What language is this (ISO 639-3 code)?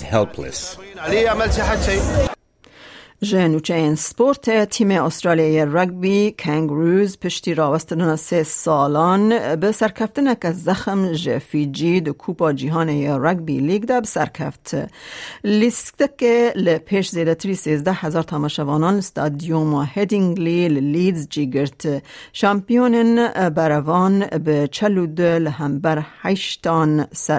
kur